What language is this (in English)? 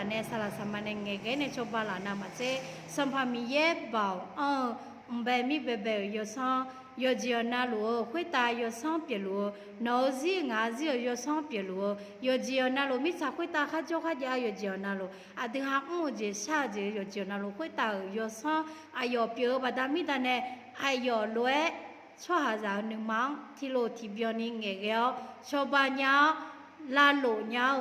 Akha